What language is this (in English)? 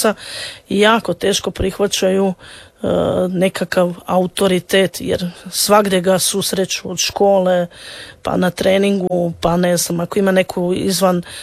Croatian